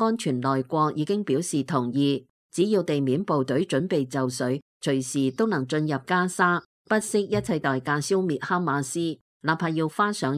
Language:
Cantonese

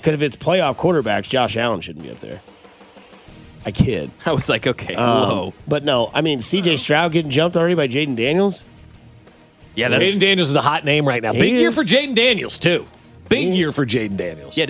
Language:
English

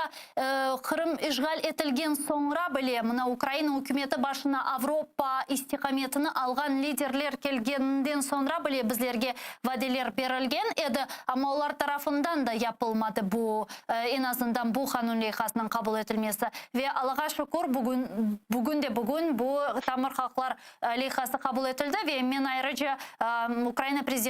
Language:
Crimean Tatar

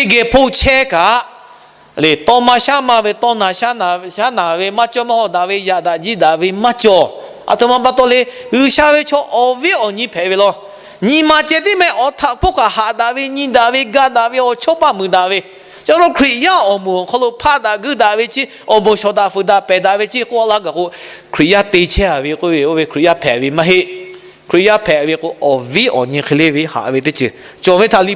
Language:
Lahu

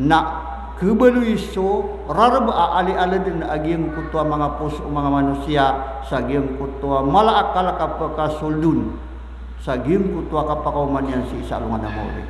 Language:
Maranao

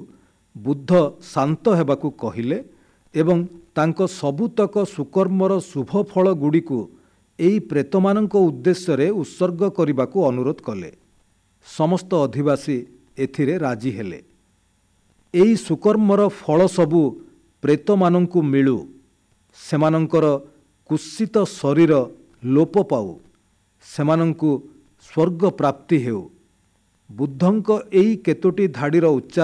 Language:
Odia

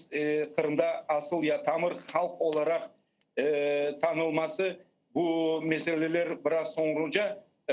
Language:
Crimean Tatar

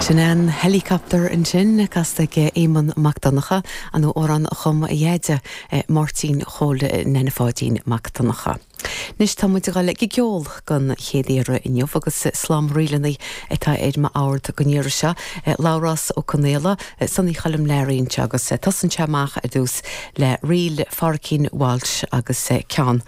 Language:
Irish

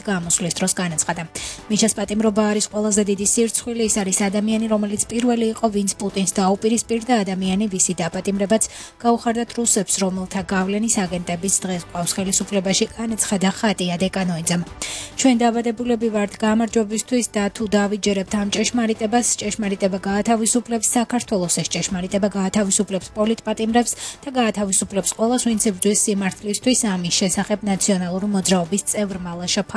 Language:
Georgian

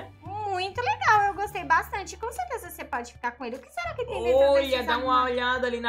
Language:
Portuguese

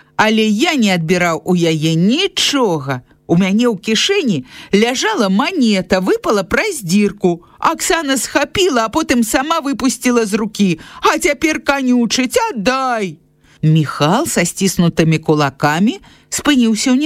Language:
Belarusian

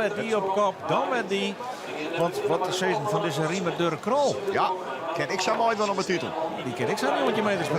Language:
Western Frisian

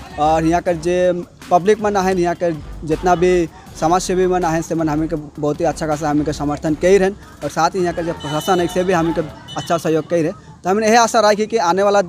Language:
Sadri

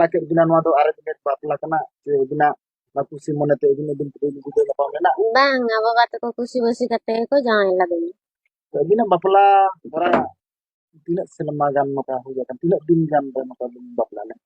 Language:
Santali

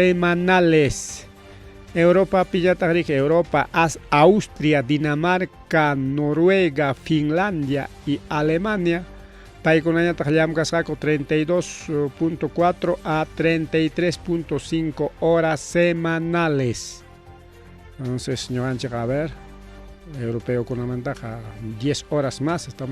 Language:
Ayacucho Quechua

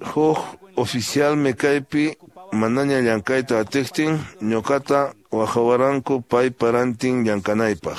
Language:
Quechua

